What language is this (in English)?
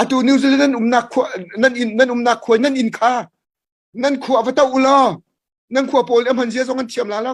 Hakha Chin